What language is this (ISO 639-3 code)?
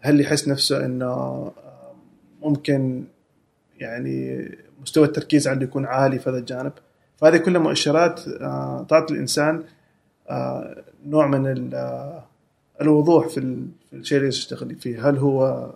afb